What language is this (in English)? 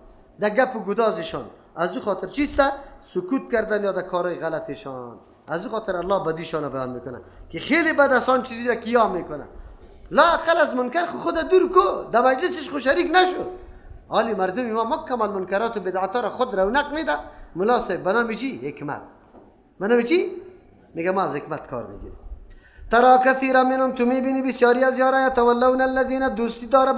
Persian